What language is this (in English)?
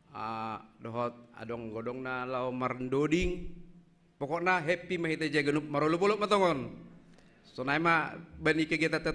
Batak Simalungun